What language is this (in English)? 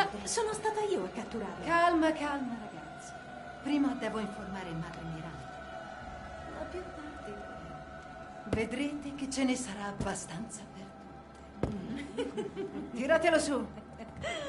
Italian